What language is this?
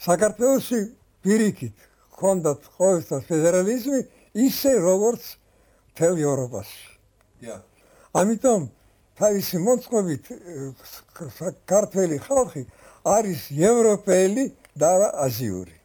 Georgian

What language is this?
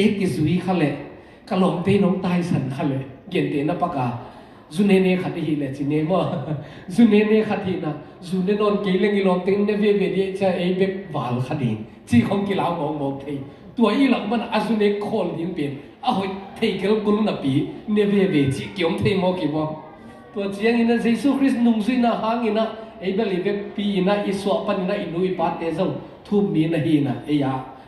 Tedim Chin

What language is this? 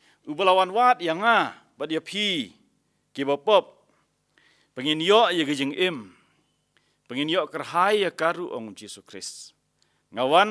Khasi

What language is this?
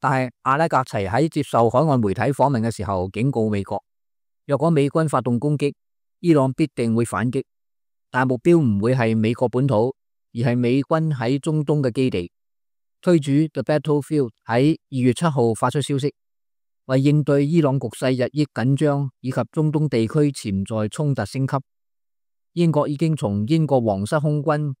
Cantonese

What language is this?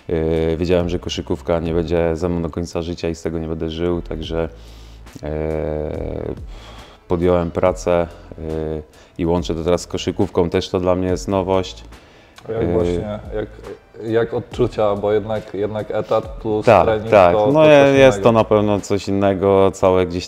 Polish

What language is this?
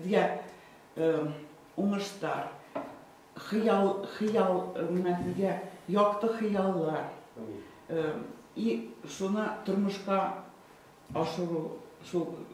Bashkir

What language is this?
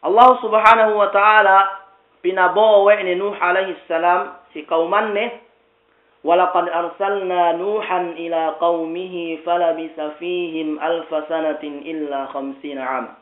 Yakan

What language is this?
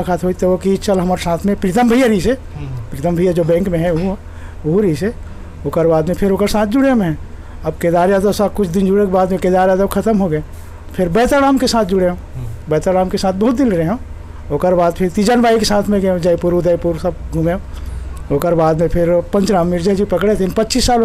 Chhattisgarhi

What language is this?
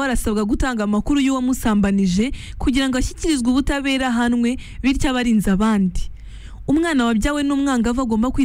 Kinyarwanda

